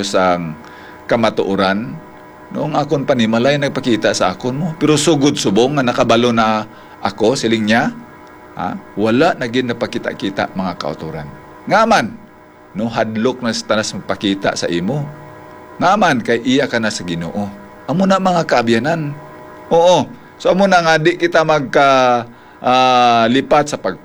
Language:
Hiligaynon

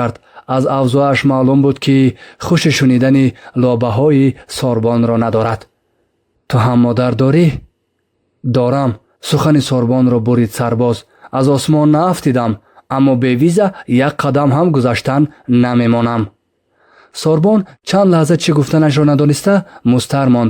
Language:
Tajik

